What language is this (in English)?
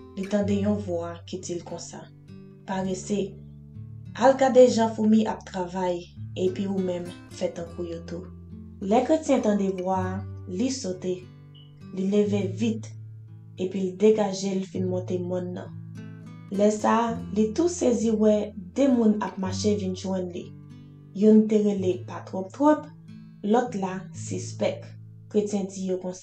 Haitian Creole